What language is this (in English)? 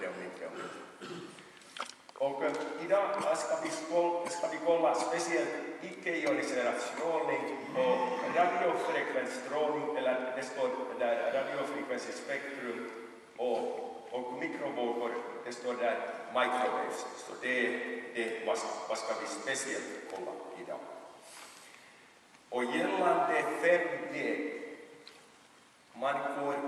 Swedish